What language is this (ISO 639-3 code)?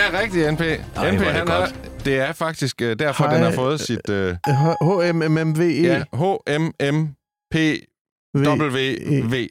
dan